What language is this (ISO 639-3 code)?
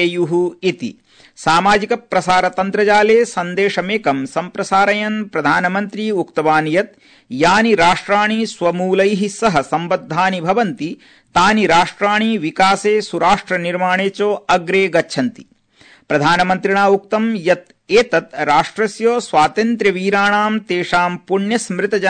san